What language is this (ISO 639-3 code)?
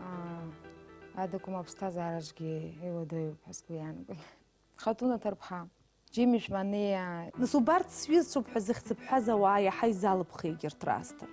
abk